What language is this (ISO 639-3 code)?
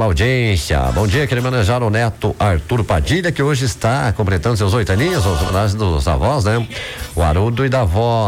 por